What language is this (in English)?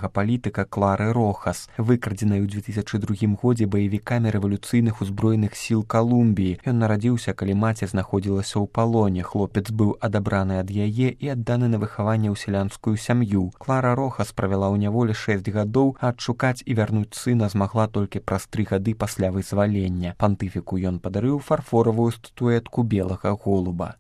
Belarusian